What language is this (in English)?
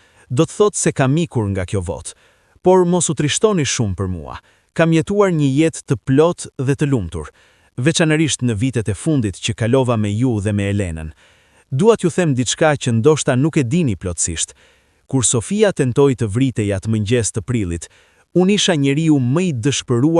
Albanian